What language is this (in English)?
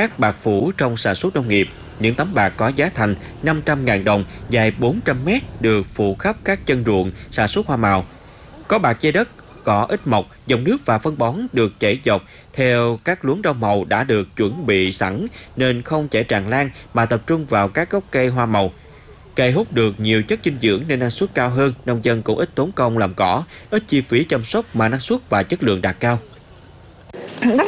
Vietnamese